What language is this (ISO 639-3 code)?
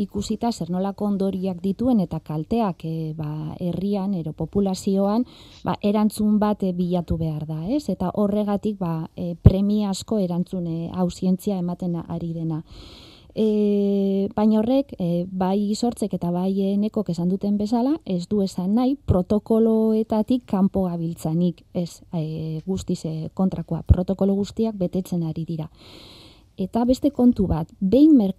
eus